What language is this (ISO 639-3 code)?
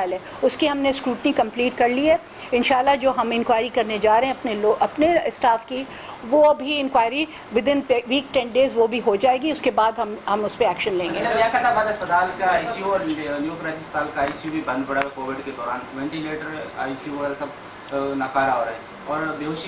urd